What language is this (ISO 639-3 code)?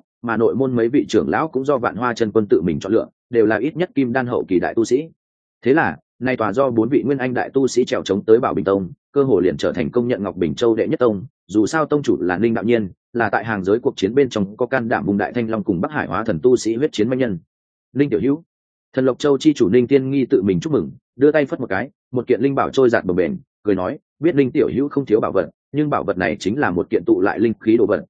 vie